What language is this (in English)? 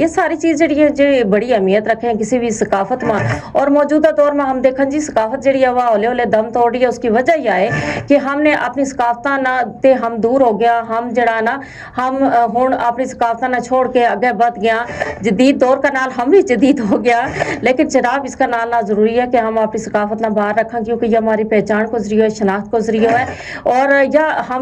Gujari